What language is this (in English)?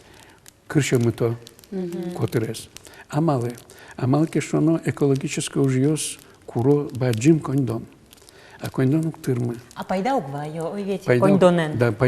Udmurt